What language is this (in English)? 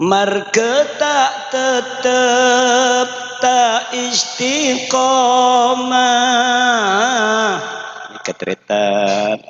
Madurese